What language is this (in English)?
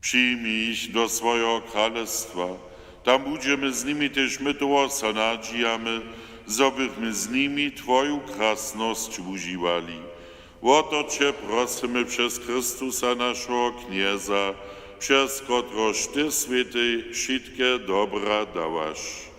Upper Sorbian